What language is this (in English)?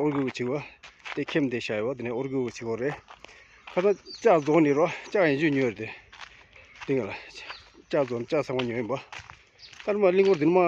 Tibetan